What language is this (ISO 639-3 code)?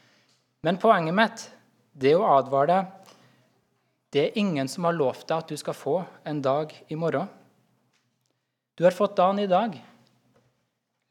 nor